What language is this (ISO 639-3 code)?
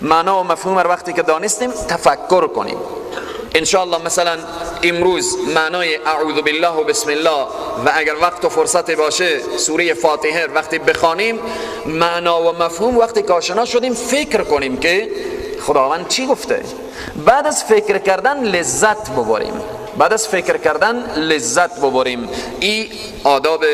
fas